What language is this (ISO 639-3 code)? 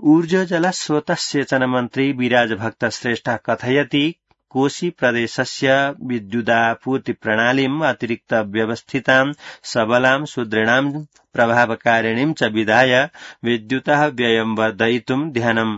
san